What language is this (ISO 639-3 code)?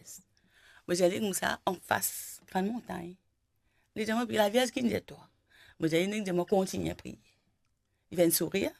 mfe